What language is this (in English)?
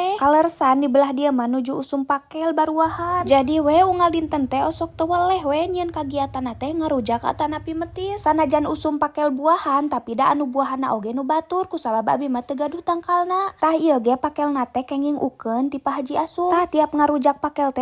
Sundanese